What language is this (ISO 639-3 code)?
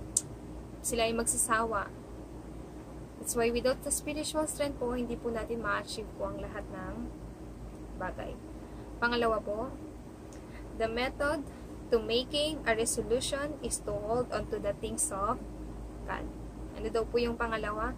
fil